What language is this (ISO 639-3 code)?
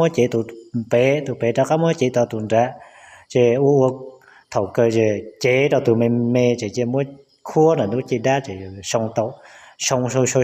hmn